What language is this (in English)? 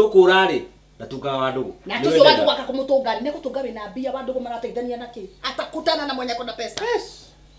Kikuyu